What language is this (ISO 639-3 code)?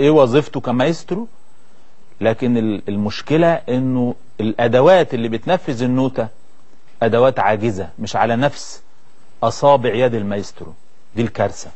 arz